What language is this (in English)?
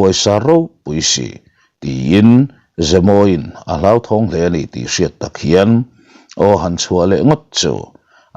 Mizo